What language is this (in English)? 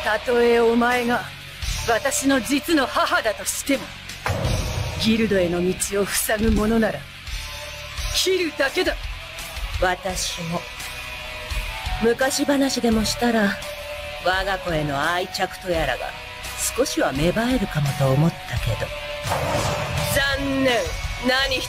Japanese